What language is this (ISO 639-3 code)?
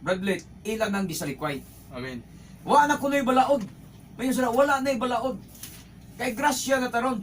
ceb